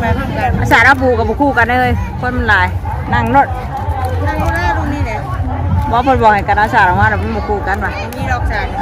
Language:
Northeastern Thai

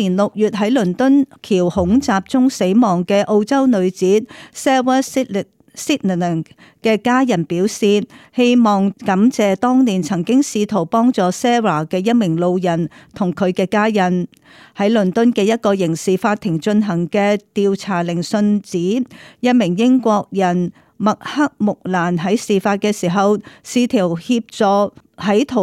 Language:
Cantonese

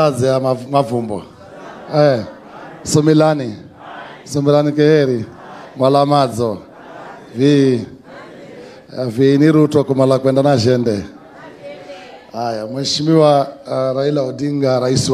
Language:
Swahili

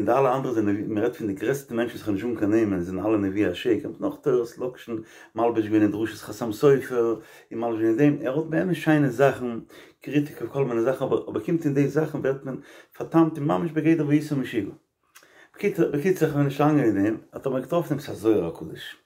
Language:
Yiddish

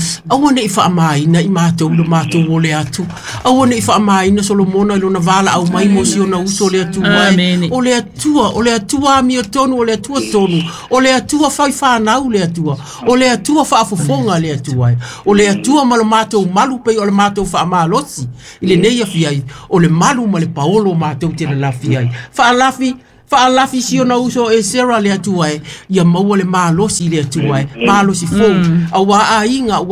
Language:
Samoan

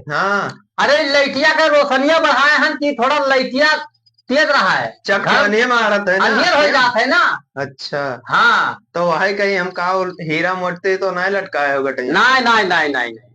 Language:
Awadhi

